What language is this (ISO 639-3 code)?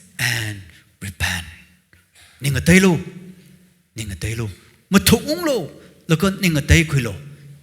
nmf